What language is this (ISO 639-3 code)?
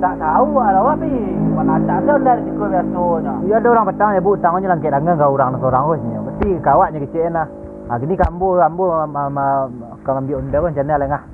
min